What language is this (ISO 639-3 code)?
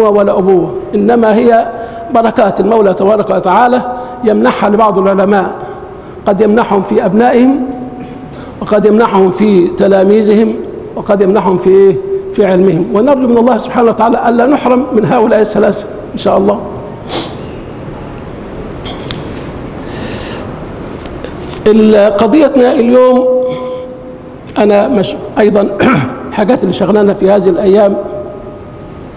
ara